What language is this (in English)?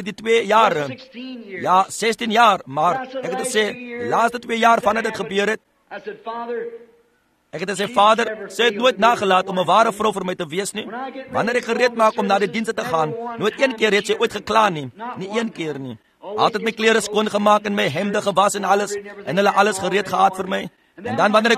Afrikaans